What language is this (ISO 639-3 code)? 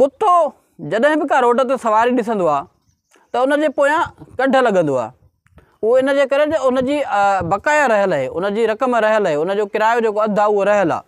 snd